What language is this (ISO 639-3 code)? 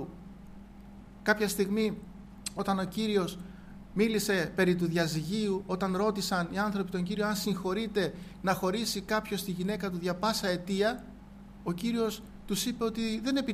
ell